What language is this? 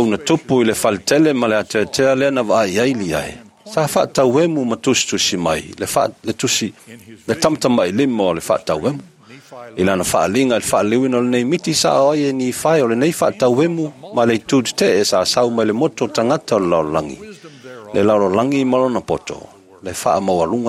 Samoan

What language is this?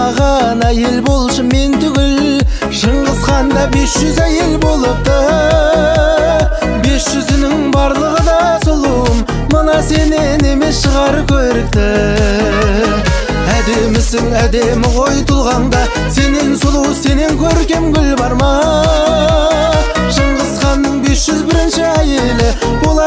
Kazakh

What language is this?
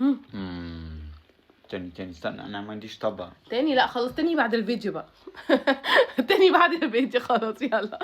Egyptian Arabic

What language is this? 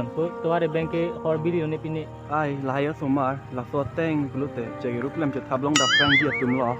Karbi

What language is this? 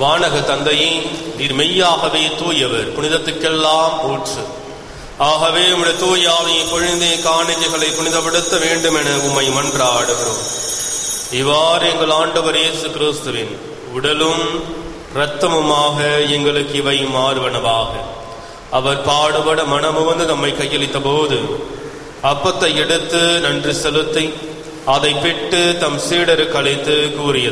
Tamil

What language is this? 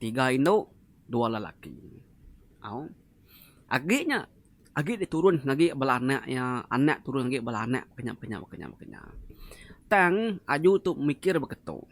Iban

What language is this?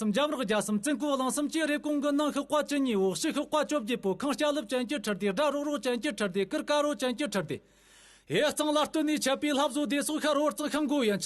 Tibetan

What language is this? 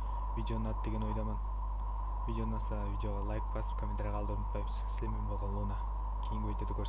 Kara-Kalpak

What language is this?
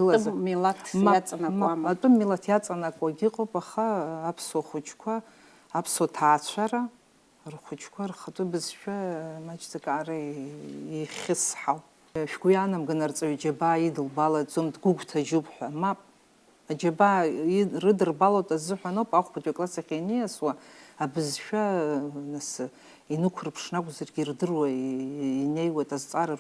Abkhazian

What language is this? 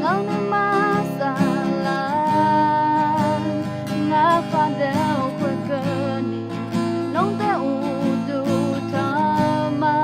Akha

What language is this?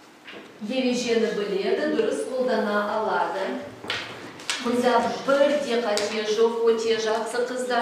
Kazakh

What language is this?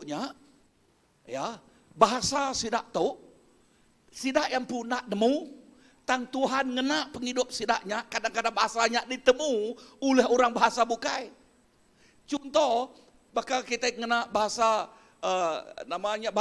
Iban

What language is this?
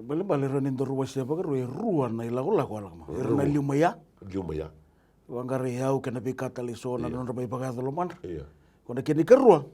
Fijian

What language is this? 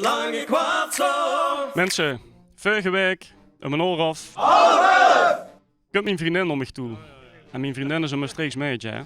Limburgish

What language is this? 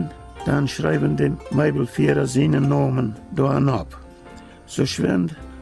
Plautdietsch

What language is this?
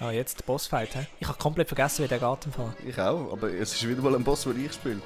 Swiss German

